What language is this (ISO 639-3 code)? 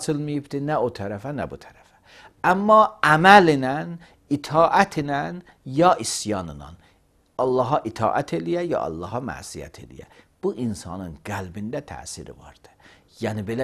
aze